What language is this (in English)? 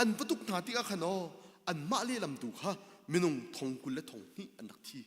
Hakha Chin